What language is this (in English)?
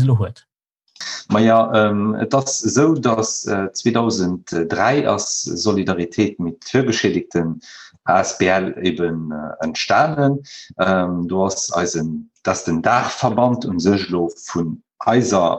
Luxembourgish